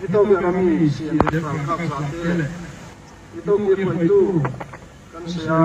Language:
Falam Chin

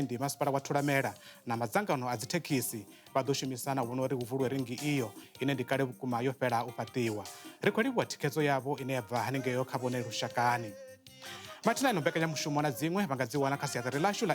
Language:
Venda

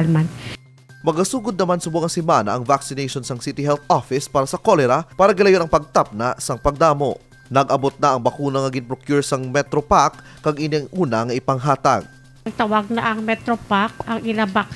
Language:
Hiligaynon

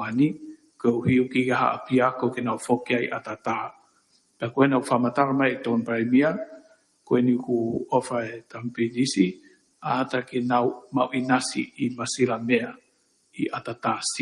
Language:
Tongan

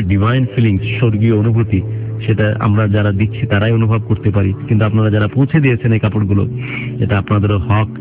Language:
Bangla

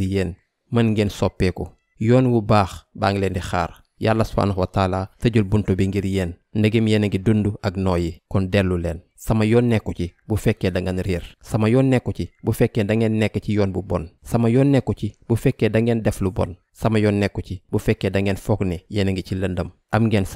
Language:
Wolof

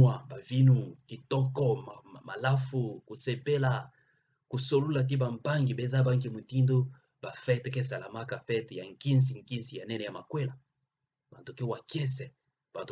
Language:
Kituba (Democratic Republic of Congo)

